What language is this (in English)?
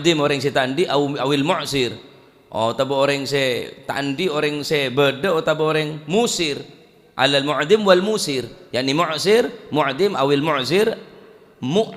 Madurese